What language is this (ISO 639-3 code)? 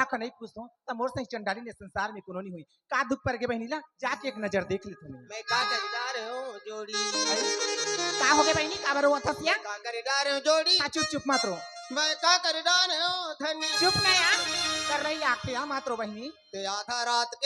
hne